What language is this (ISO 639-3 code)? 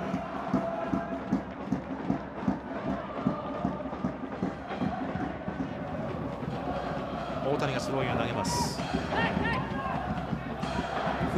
jpn